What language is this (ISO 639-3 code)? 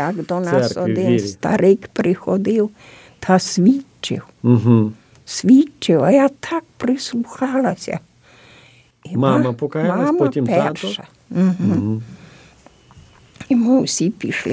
ukr